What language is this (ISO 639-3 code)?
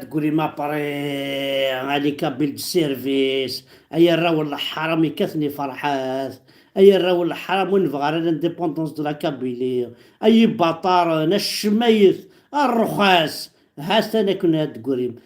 kab